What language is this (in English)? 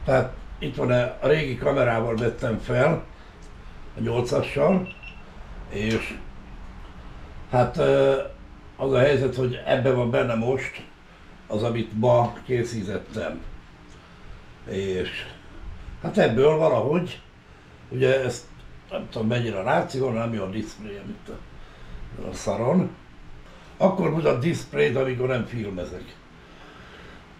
Hungarian